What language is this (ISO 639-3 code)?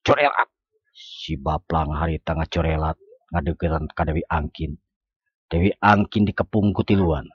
sun